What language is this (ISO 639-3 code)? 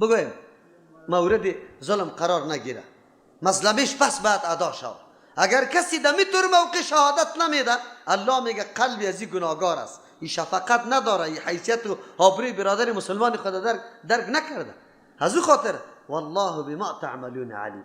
fas